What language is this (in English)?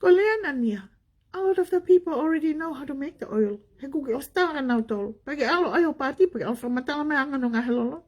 Tongan